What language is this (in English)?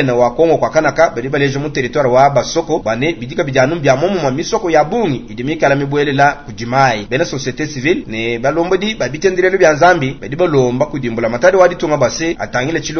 Luba-Lulua